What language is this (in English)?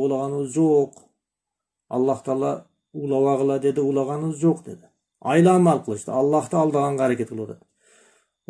Kyrgyz